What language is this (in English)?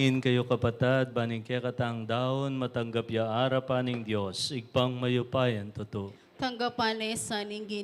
Pampanga